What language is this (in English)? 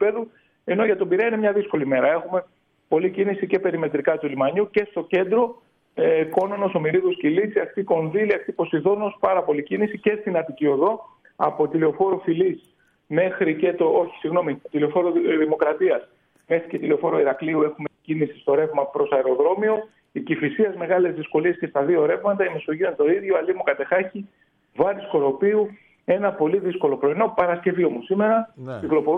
Greek